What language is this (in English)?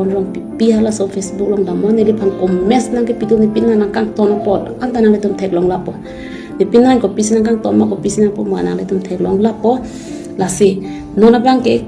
Karbi